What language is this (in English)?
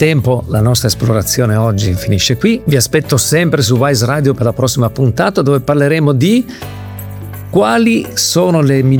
Italian